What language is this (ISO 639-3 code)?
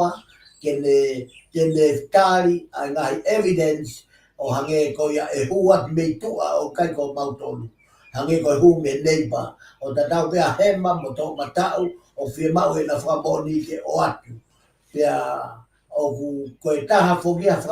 ton